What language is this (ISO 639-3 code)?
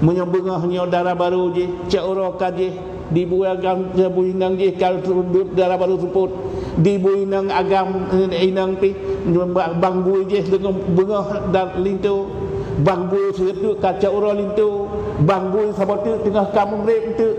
ace